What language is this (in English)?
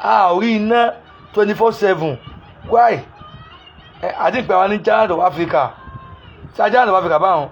Yoruba